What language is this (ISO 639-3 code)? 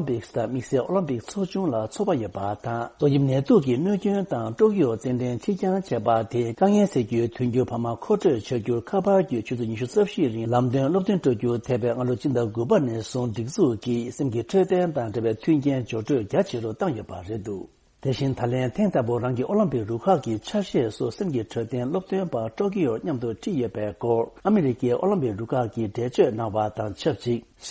bod